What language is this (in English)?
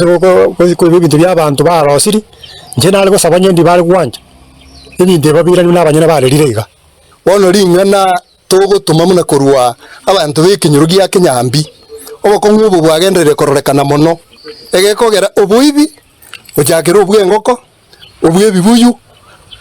Gusii